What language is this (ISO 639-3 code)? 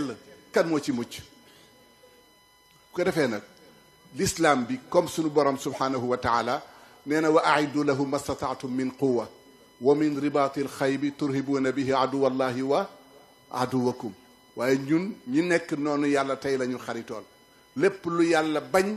wol